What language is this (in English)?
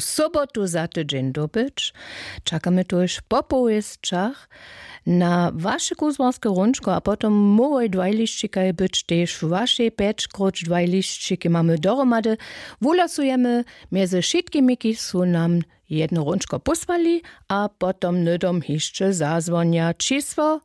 Upper Sorbian